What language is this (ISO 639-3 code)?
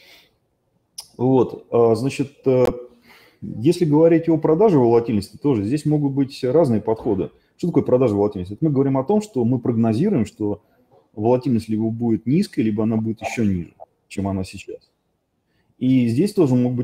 rus